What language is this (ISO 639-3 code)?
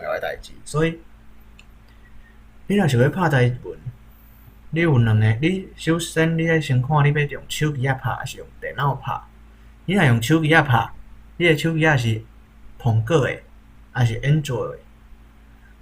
nan